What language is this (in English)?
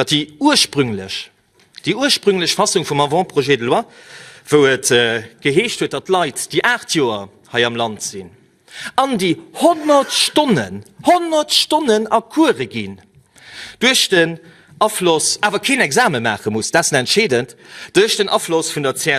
Luxembourgish